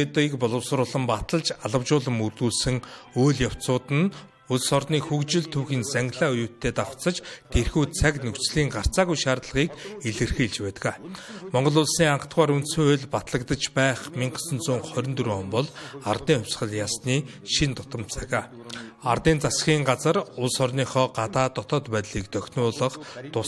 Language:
Mongolian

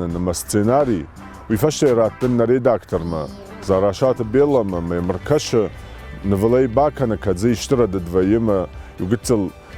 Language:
Ossetic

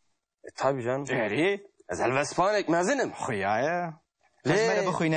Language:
Kurdish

